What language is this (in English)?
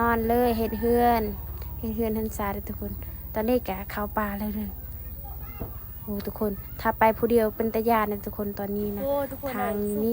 Lao